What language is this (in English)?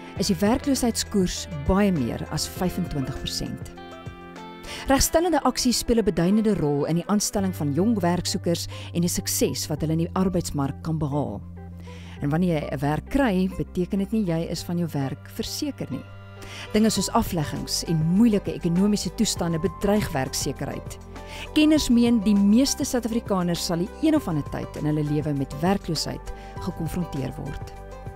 Afrikaans